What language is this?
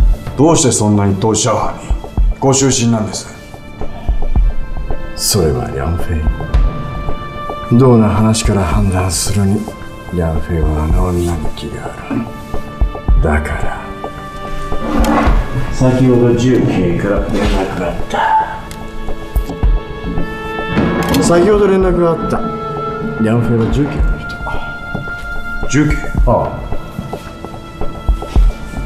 Japanese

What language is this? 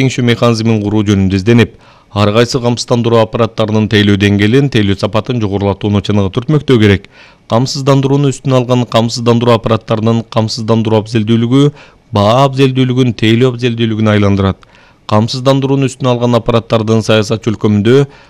Kyrgyz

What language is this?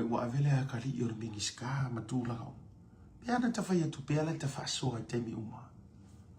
Samoan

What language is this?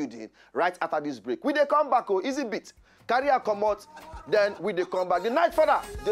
Nigerian Pidgin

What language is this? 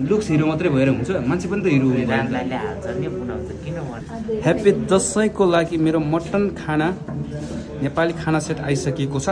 Nepali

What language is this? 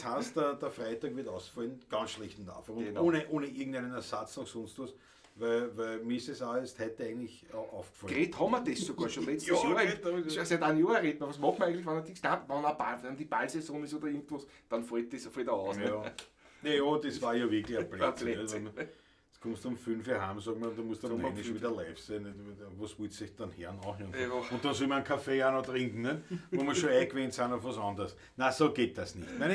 Bavarian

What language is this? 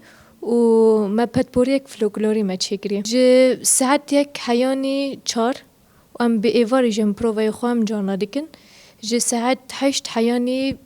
Kurdish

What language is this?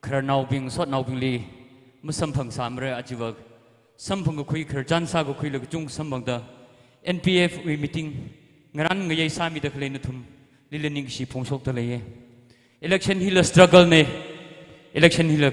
Tangkhul Naga (India)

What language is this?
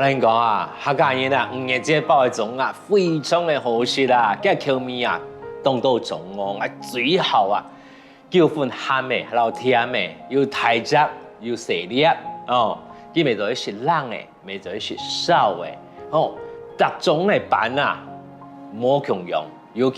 Hakka Chinese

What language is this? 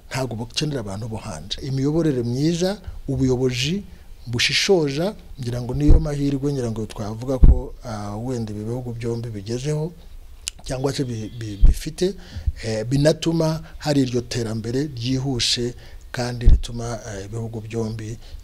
Kinyarwanda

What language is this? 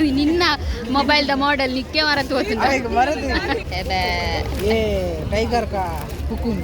Tulu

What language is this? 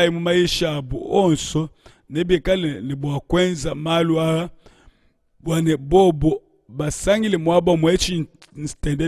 Luba-Lulua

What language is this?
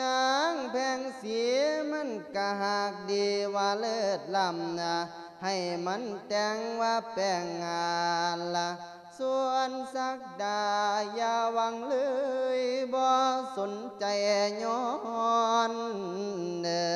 Lao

